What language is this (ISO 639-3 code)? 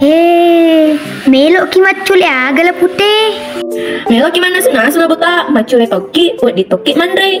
bug